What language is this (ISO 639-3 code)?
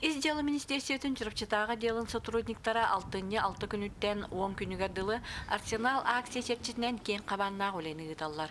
sah